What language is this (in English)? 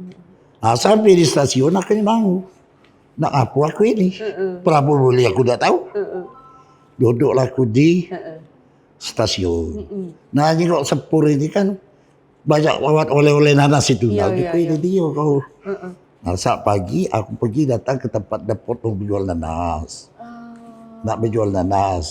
Musi